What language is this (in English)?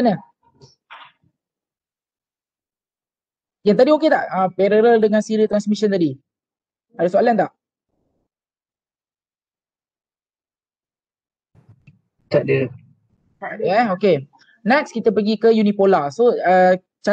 Malay